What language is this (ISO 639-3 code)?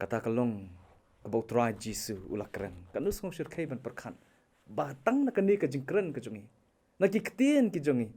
kha